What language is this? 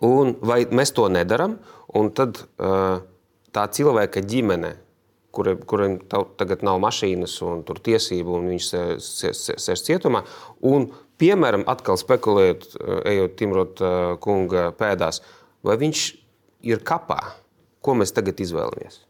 Latvian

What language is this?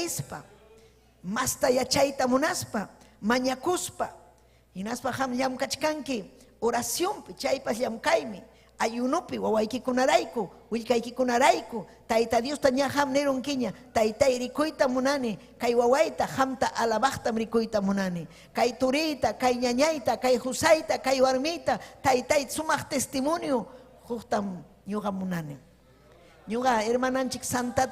Ayacucho Quechua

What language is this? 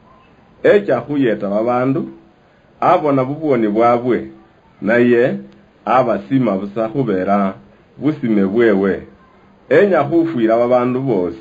Luyia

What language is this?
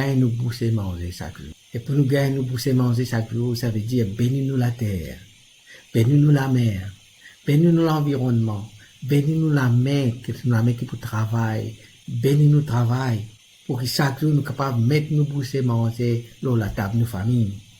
Morisyen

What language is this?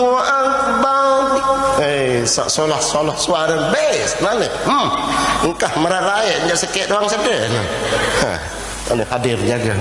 Sasak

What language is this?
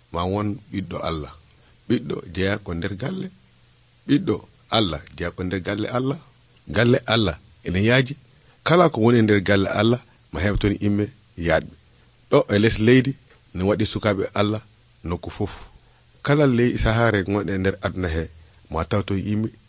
Nigerian Fulfulde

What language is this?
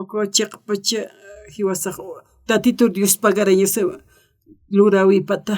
Aymara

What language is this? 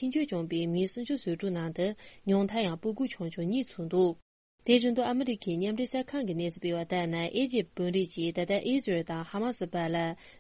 Tibetan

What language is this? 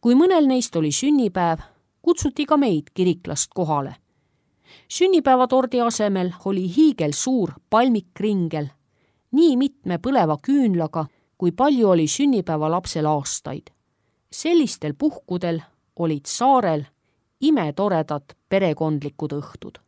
Estonian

